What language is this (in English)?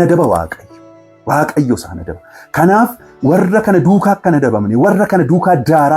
Oromo